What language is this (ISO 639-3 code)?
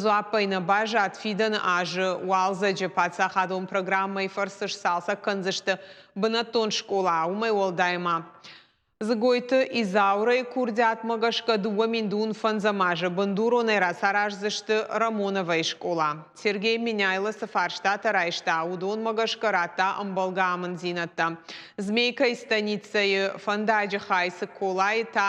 oss